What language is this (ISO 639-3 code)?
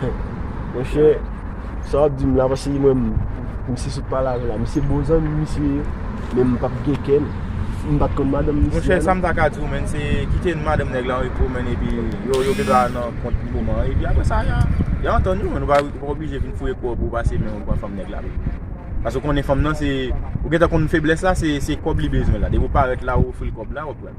hat